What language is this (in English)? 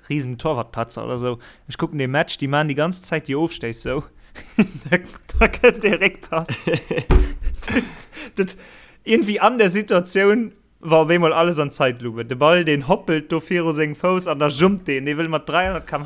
Luxembourgish